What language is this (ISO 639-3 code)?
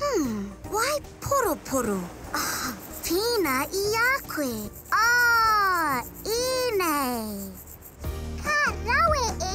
mri